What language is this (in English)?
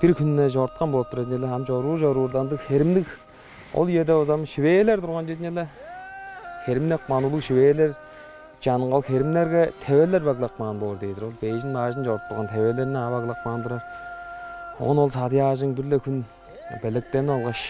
Tuvinian